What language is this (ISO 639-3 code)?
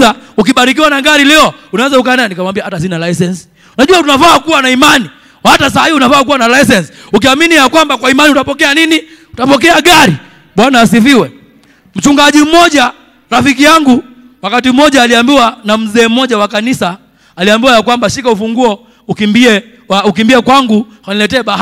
swa